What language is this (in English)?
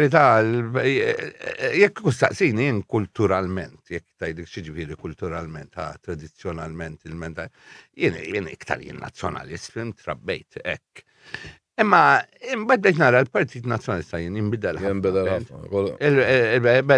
Maltese